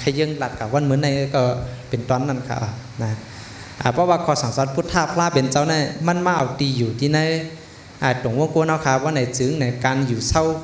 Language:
Shan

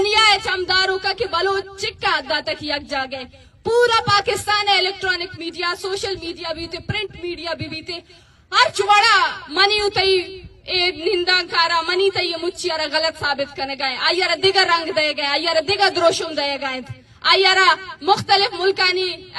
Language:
Eastern Balochi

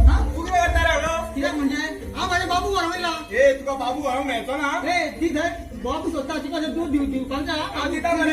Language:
Konkani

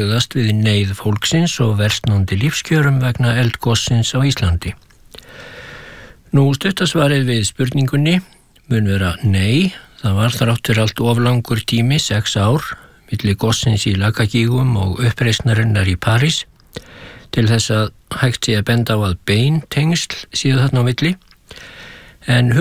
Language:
Icelandic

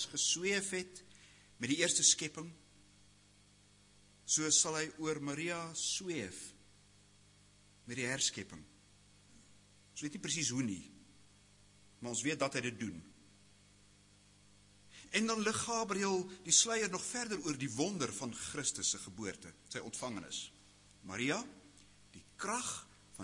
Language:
Afrikaans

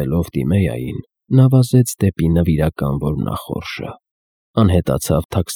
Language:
Armenian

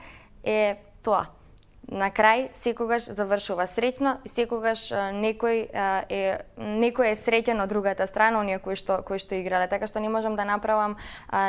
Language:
Macedonian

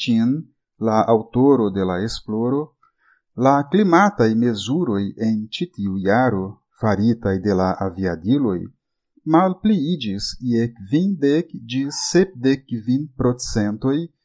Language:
Esperanto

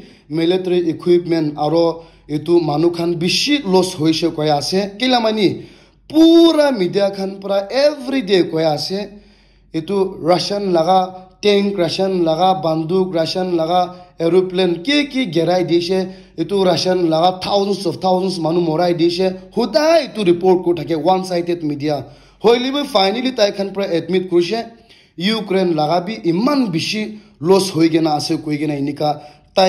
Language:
Naga Pidgin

